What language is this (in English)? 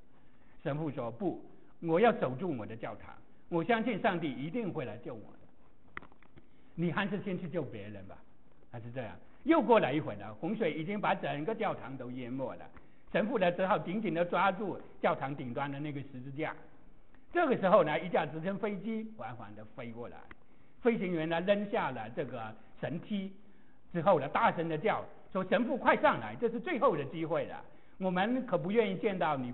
Chinese